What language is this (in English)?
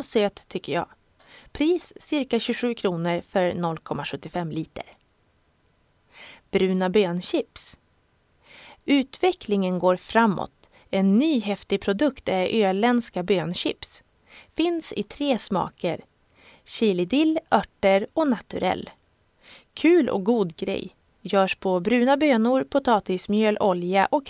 Swedish